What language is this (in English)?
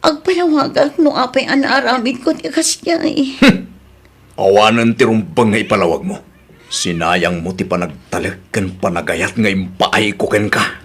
Iloko